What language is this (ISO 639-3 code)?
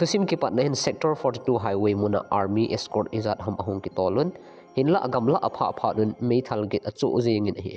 tcz